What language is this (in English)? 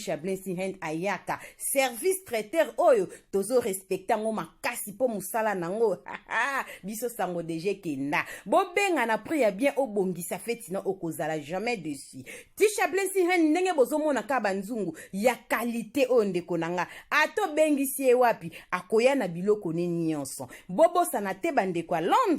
Lingala